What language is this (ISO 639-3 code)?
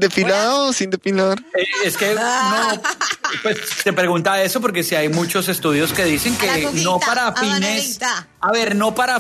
spa